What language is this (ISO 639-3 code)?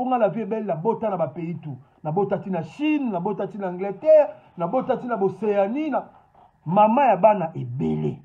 lin